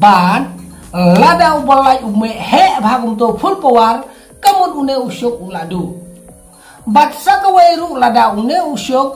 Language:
Khasi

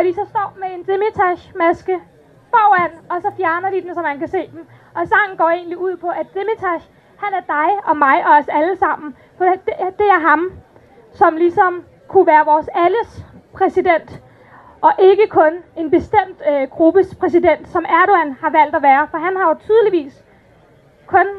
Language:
Danish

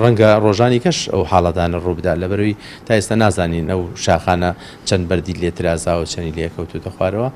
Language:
Central Kurdish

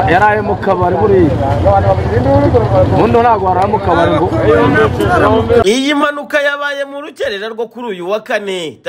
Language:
Kinyarwanda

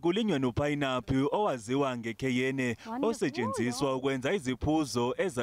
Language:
Zulu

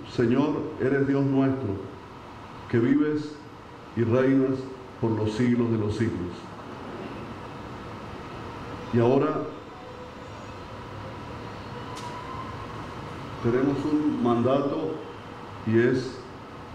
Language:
Spanish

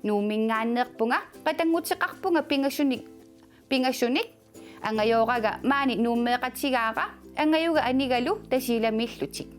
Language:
Kalaallisut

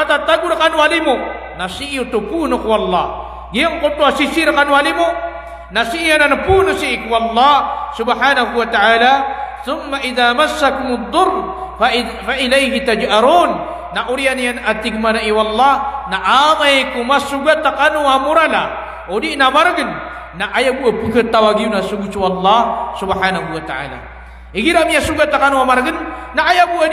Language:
Maranao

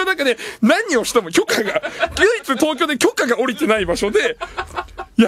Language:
Japanese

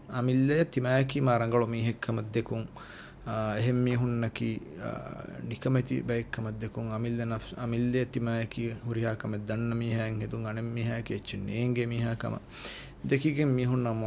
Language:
Divehi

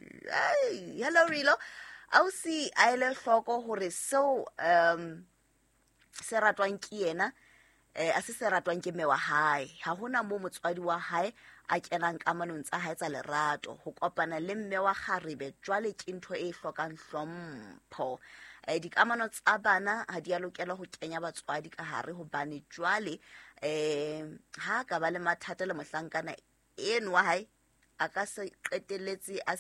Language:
Southern Sotho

